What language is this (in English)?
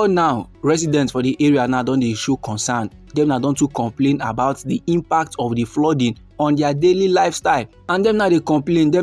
Nigerian Pidgin